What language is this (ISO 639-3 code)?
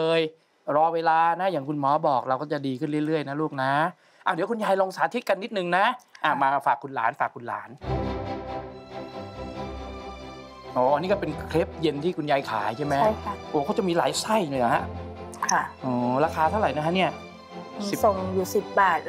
tha